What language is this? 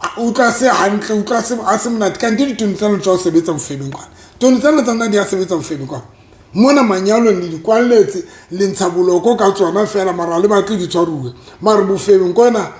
Southern Sotho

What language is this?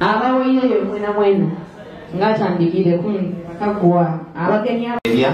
Soga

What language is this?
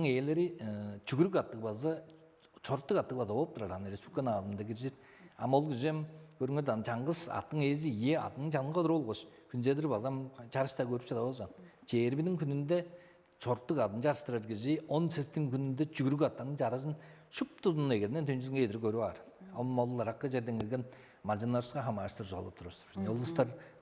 Tuvinian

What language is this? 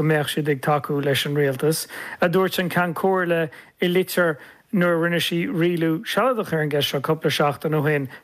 Irish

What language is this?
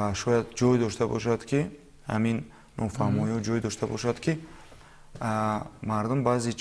Tajik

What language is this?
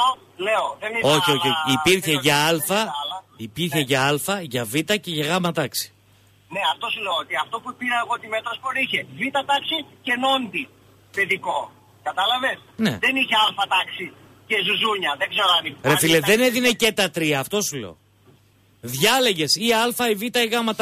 Greek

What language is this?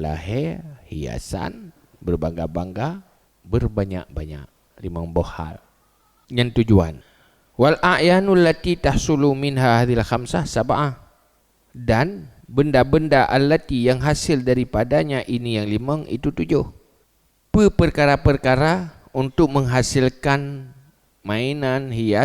Achinese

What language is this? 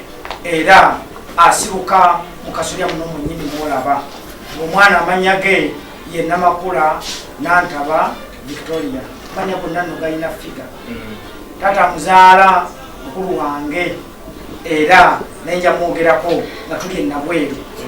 Ganda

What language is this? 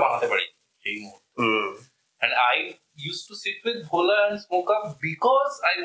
Bangla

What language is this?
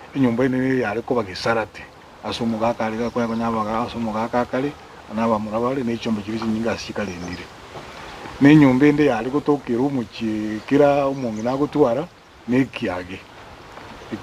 Gusii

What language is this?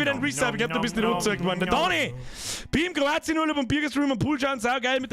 Bavarian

